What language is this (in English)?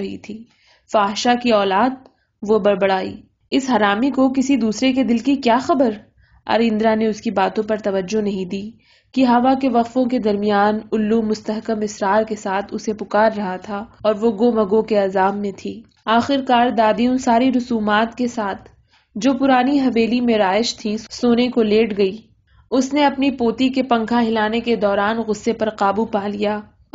Urdu